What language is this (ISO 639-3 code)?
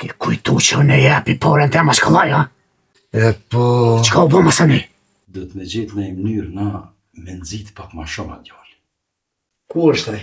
sqi